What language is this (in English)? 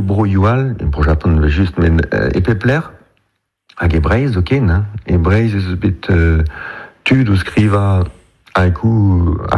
Breton